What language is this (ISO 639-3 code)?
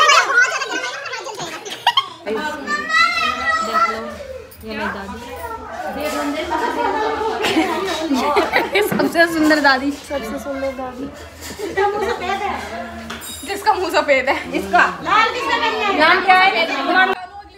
hin